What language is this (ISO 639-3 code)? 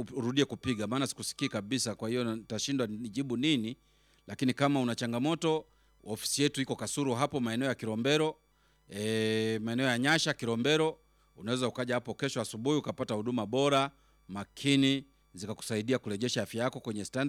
swa